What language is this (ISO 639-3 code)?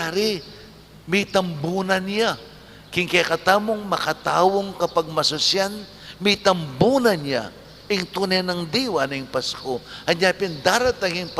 pam